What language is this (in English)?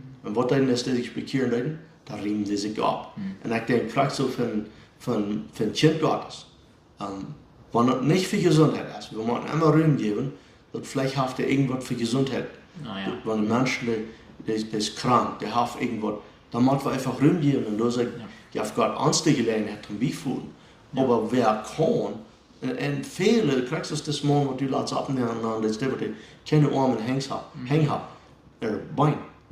Plautdietsch